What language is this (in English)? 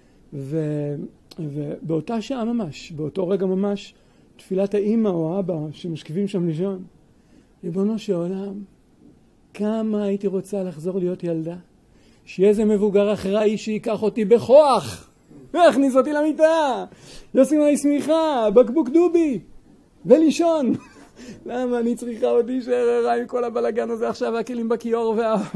Hebrew